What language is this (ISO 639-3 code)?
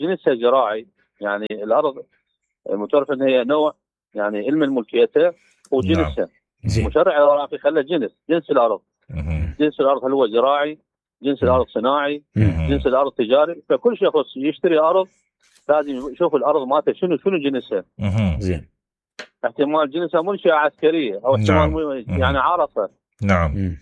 acm